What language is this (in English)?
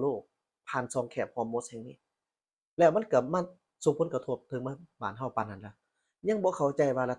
Lao